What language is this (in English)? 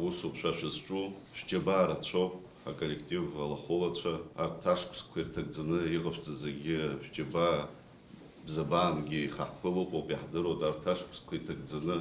Abkhazian